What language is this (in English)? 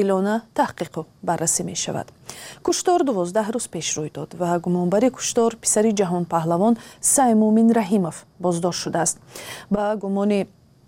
Tajik